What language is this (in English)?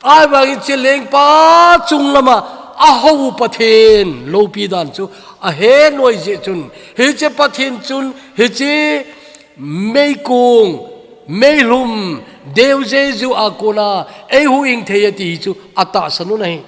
Thado Chin